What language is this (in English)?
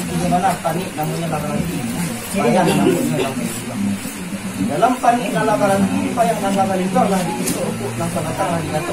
Minangkabau